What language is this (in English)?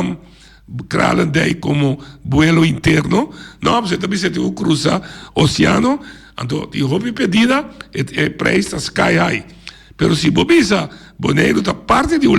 Papiamento